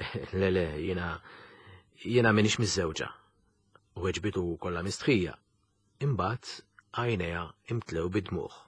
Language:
Maltese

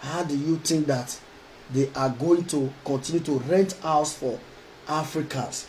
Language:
Nigerian Pidgin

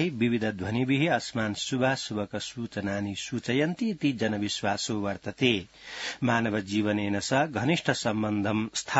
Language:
Sanskrit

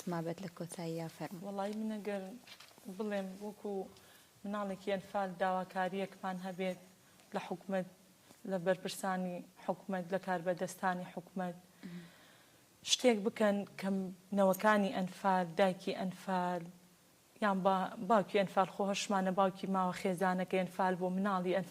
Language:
Central Kurdish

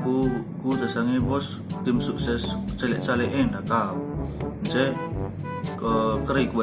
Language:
Batak Karo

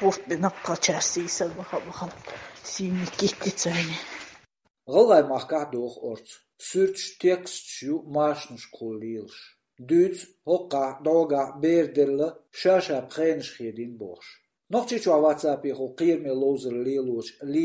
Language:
Chechen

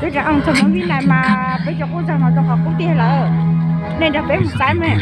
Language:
Hmong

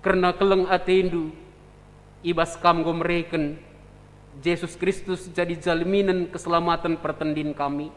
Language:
Batak Karo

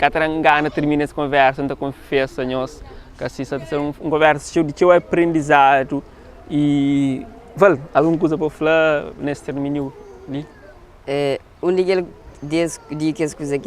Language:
Kabuverdianu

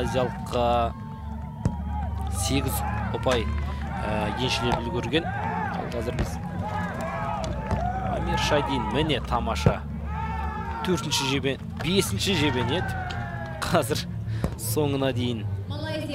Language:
Kazakh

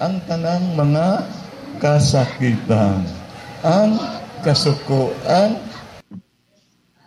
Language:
Cebuano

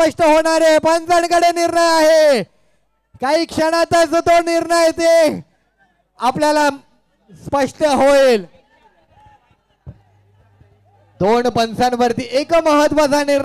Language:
Marathi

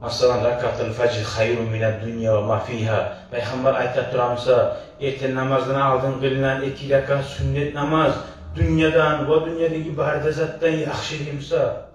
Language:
Kumyk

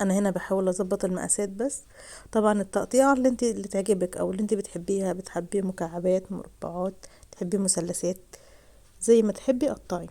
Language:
Egyptian Arabic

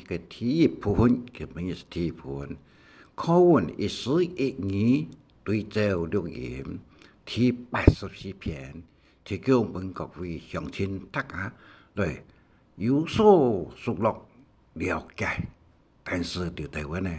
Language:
Hakka Chinese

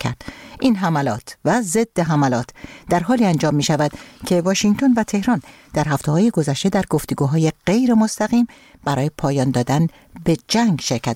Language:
Persian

